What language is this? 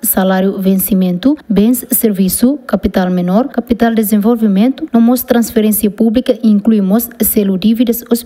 Tetum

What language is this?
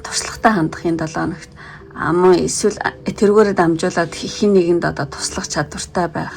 Mongolian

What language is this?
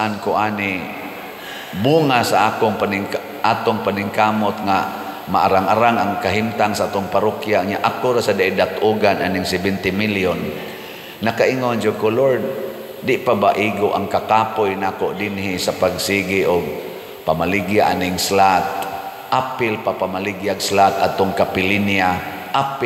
Cebuano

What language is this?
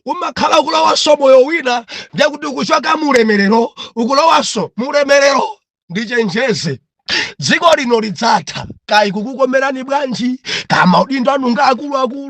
Nyanja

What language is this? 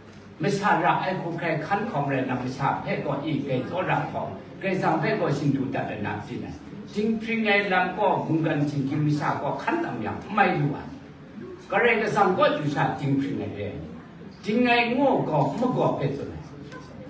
Kachin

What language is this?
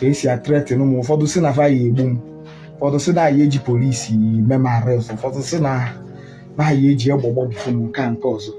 Igbo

